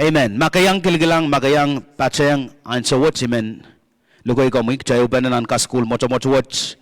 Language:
Pohnpeian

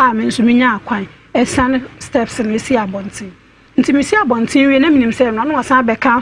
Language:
Akan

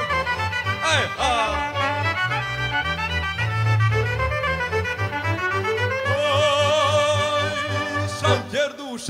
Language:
Romanian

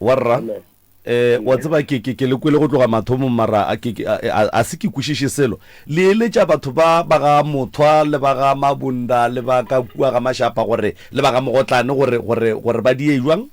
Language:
Northern Sotho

